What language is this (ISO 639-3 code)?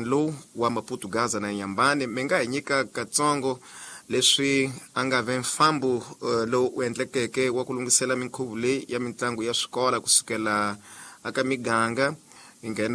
tso